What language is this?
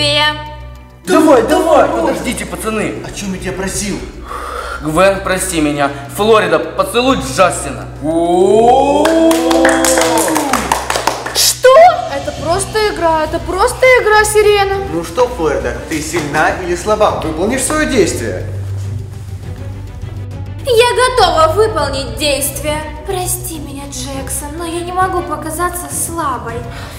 Russian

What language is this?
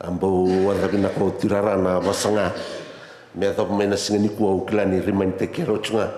Fijian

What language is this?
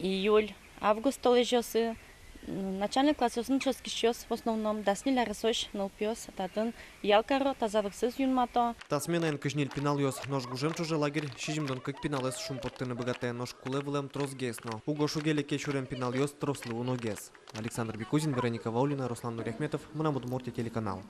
Udmurt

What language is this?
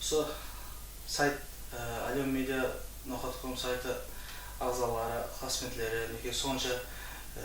Kara-Kalpak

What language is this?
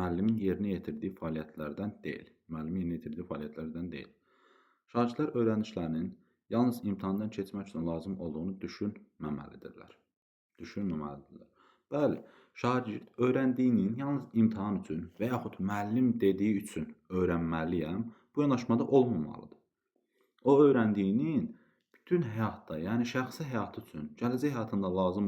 Azerbaijani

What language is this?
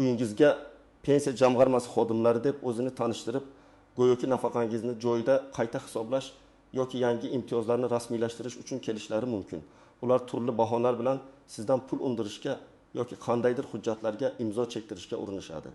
Uzbek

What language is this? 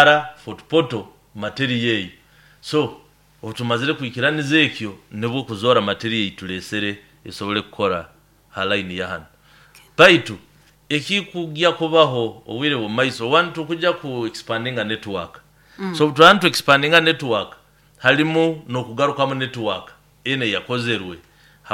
Nyoro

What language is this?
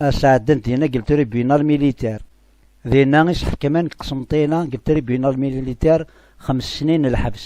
Kabyle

